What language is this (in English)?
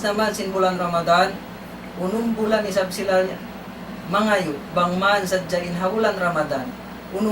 Tausug